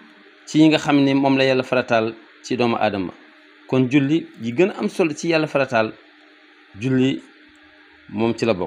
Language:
Wolof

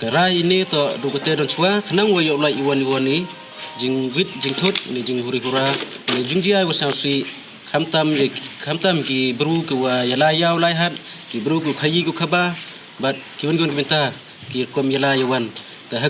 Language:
Pnar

